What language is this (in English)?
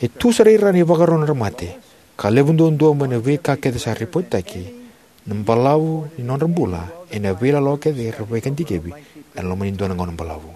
Fijian